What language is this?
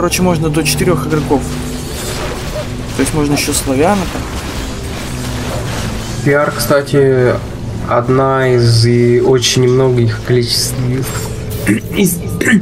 Russian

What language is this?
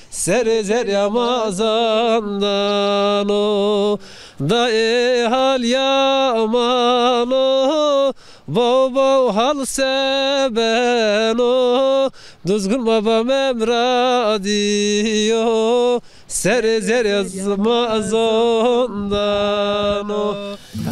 Zaza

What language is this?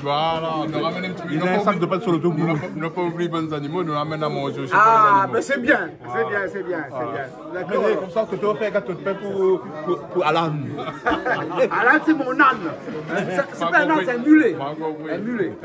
Réunion Creole French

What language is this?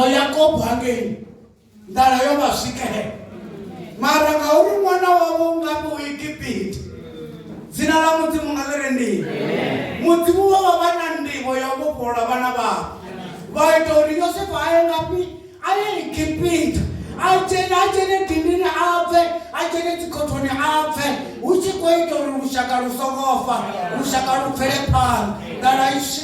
Venda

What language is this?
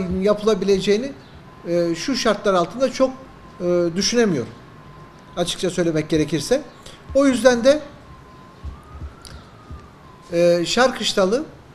Turkish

